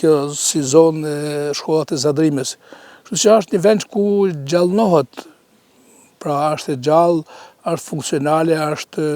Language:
Albanian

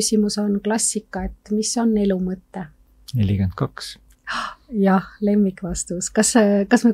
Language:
Estonian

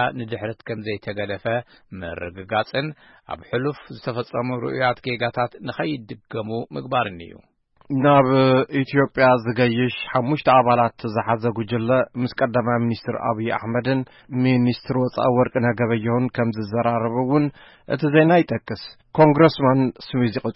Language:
Tigrinya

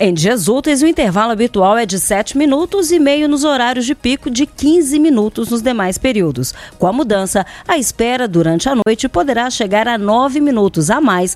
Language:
Portuguese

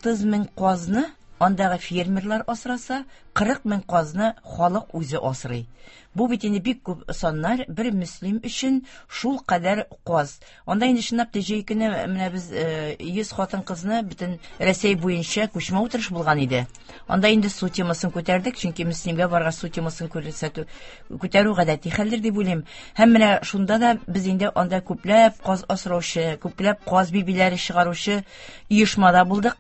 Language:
Tatar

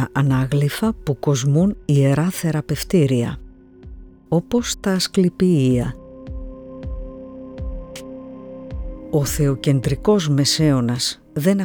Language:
Greek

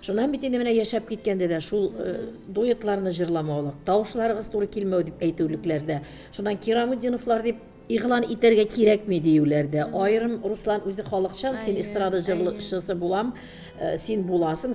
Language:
Tatar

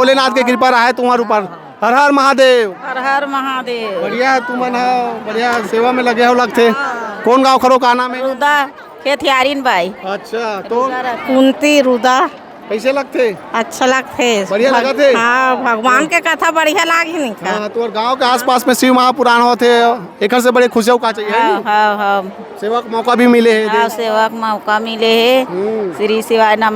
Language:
Chhattisgarhi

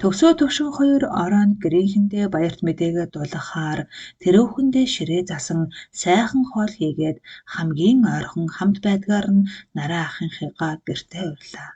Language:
Mongolian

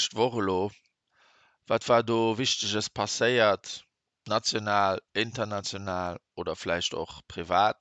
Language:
Luxembourgish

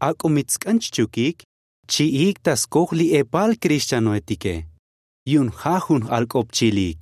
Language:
Tzotzil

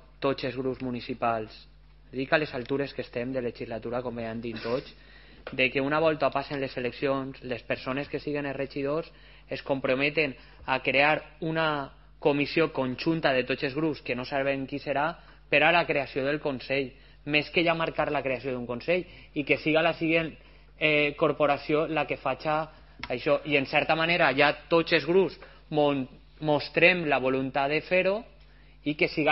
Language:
Catalan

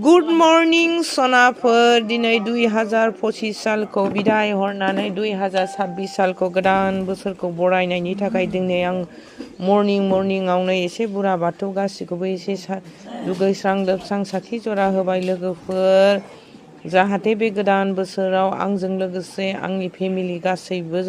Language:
Bodo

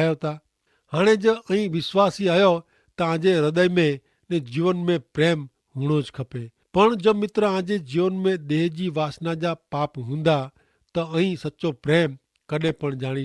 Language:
Kachhi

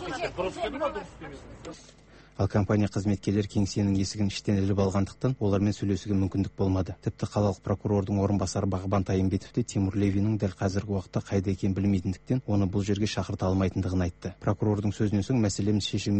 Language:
Kazakh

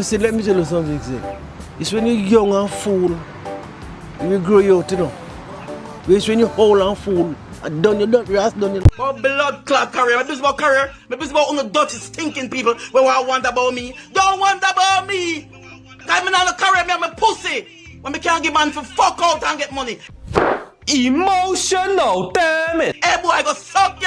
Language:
Jamaican Creole English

